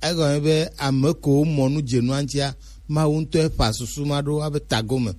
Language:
Gen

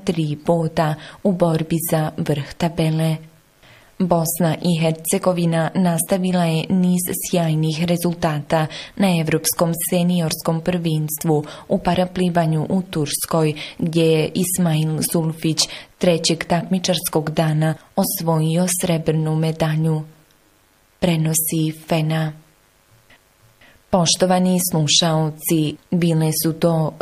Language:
Bosnian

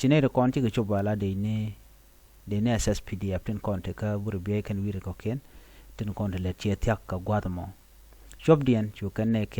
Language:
Nuer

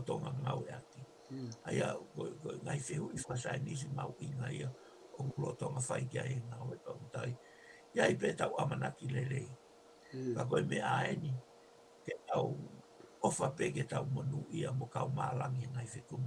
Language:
Tongan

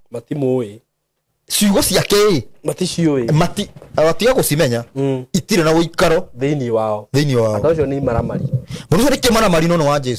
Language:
Kikuyu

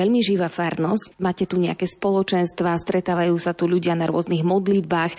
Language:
Slovak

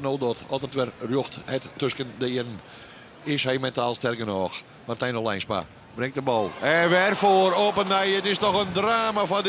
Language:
Western Frisian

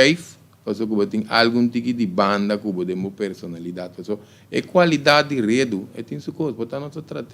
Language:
Papiamento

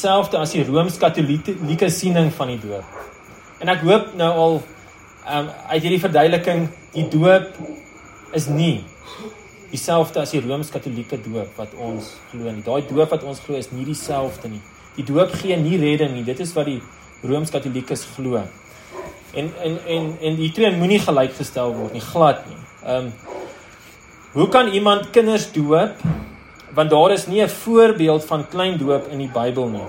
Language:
Afrikaans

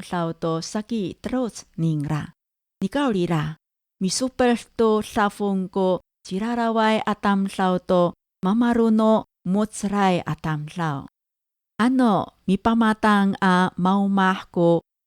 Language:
Amis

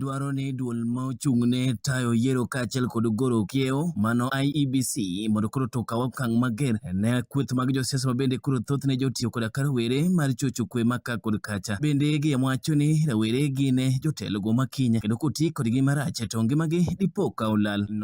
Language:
Luo (Kenya and Tanzania)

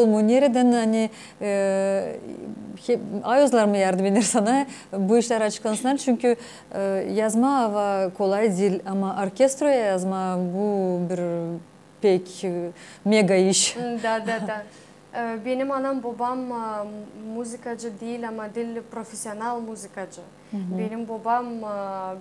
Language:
Gagauz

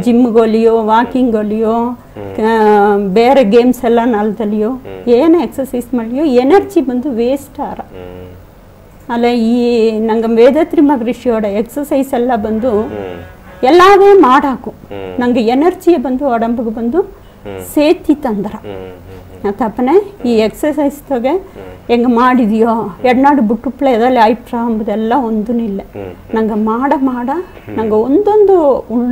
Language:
Badaga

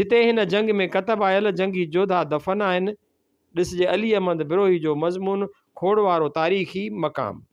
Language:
Sindhi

